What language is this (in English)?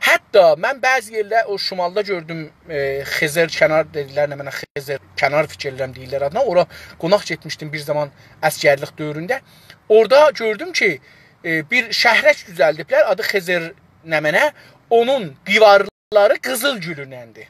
South Azerbaijani